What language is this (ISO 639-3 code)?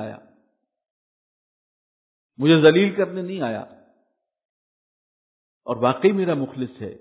urd